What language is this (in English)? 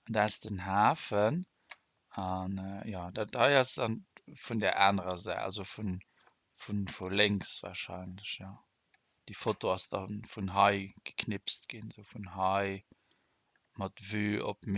Luxembourgish